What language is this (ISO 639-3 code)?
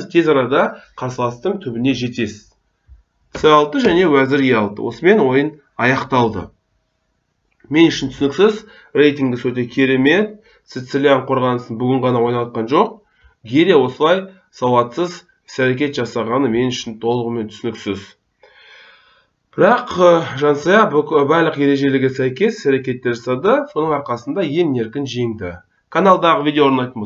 kaz